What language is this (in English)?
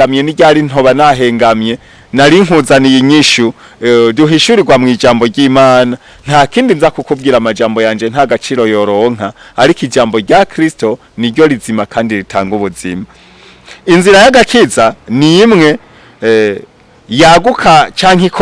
Rundi